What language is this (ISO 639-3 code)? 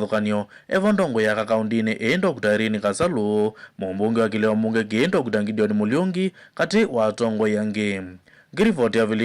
kam